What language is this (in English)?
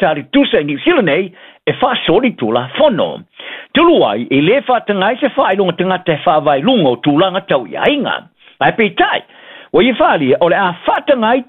Samoan